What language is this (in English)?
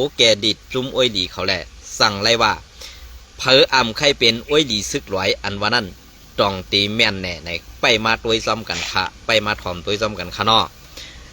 Shan